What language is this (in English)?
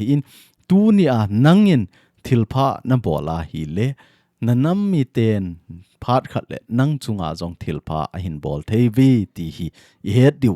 Thado Chin